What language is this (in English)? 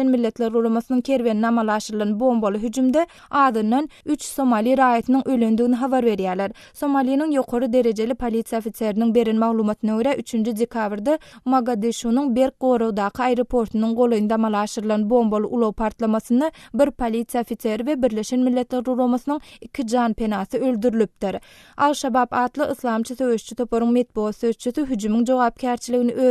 Turkmen